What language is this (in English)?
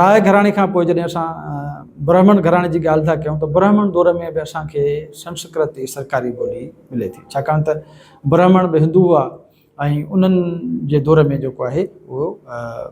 Sindhi